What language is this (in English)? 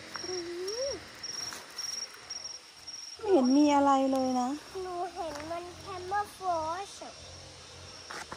Thai